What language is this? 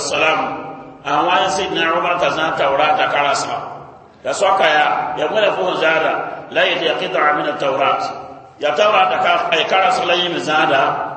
Mossi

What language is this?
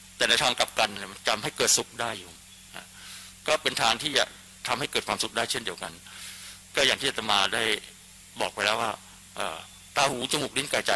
Thai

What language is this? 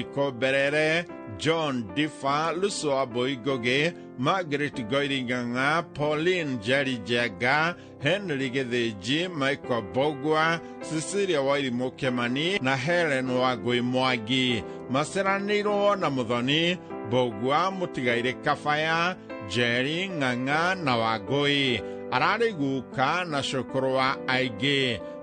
Kikuyu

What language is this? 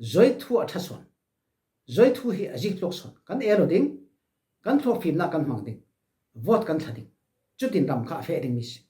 Falam Chin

